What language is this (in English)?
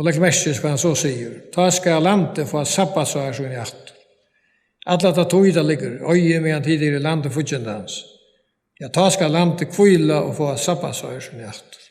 Faroese